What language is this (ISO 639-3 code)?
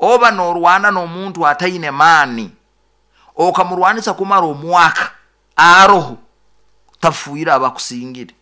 nyo